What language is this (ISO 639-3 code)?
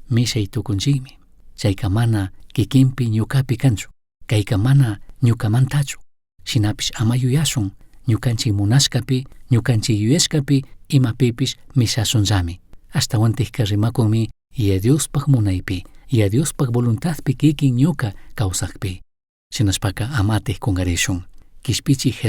qug